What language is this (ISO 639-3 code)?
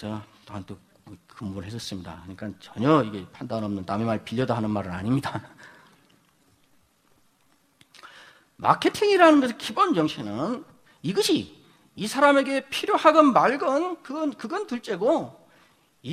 kor